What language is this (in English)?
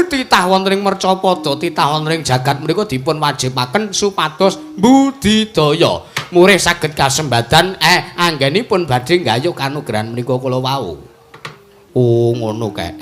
Javanese